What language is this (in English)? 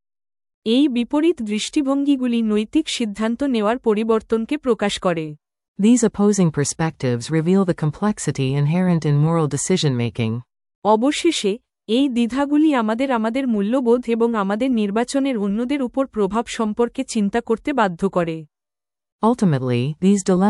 Bangla